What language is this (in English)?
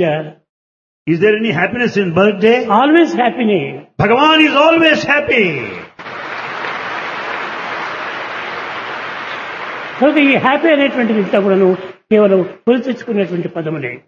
Telugu